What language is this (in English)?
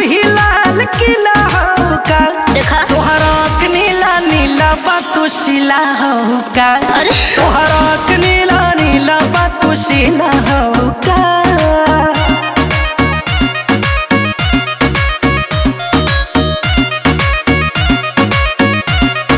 Bhojpuri